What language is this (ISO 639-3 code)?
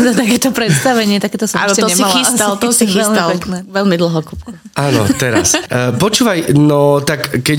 slk